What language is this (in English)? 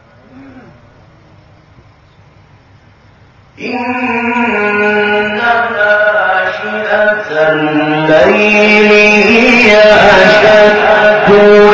Arabic